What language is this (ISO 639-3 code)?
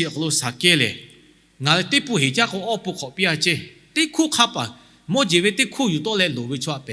lhu